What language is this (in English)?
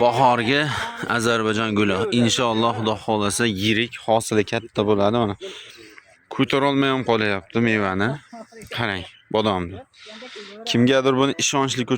Uzbek